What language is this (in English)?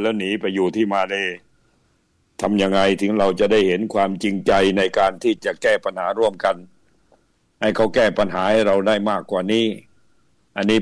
Thai